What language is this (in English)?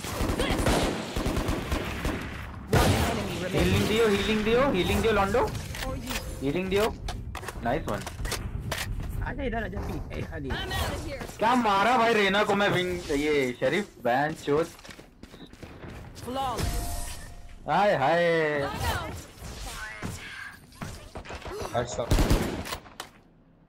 Hindi